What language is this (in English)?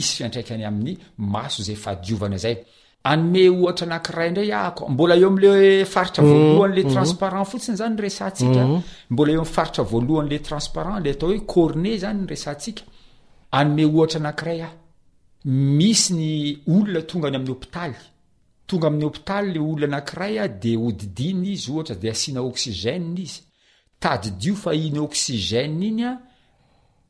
Malagasy